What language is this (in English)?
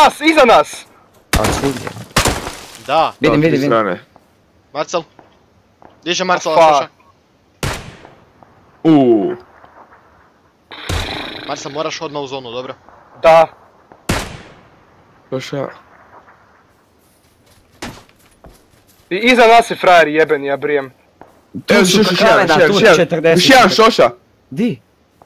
Croatian